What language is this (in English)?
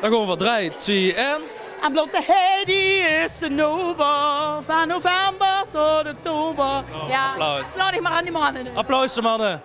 Limburgish